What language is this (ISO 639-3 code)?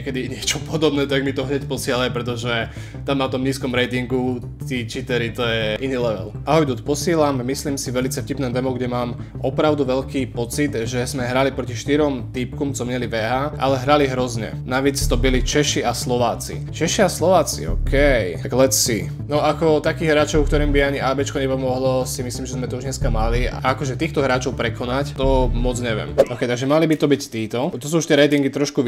slk